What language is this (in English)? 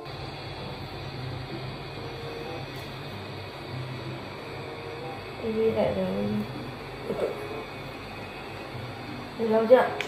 Vietnamese